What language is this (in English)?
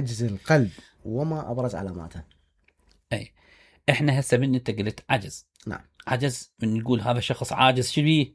Mesopotamian Arabic